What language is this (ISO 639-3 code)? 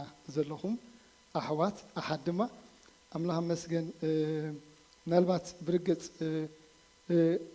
tir